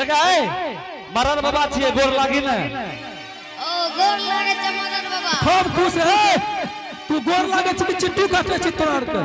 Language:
Angika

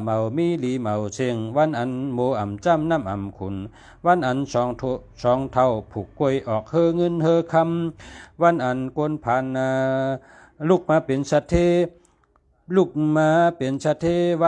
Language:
Shan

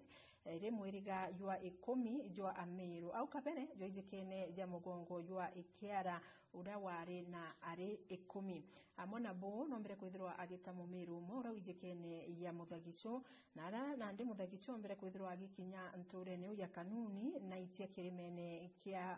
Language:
Meru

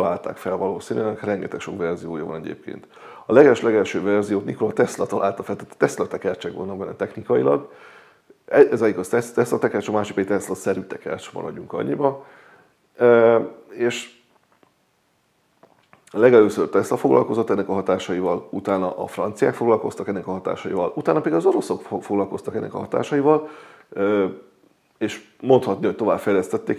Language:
Hungarian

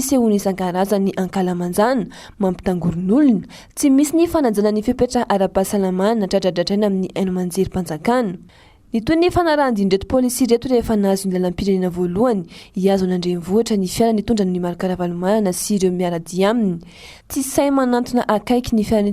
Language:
Malagasy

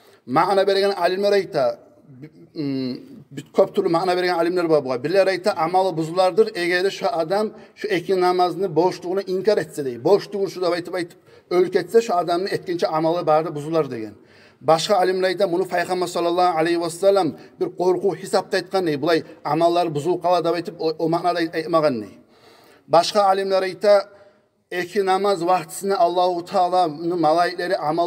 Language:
Kumyk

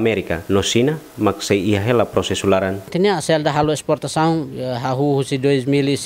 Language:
Tetum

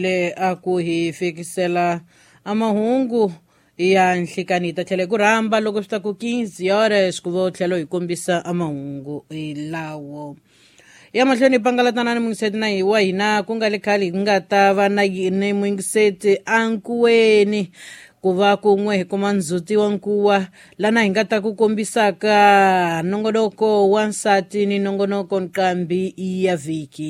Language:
Tsonga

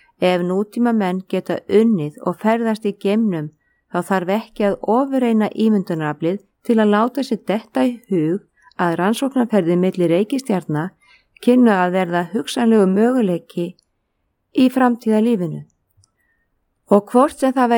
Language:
Icelandic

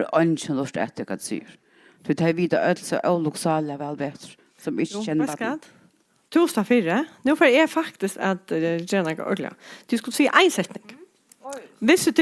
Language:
Faroese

